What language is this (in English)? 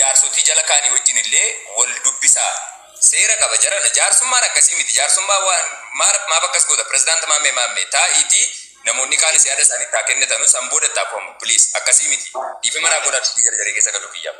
Oromo